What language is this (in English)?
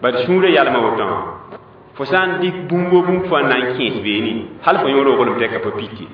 Mossi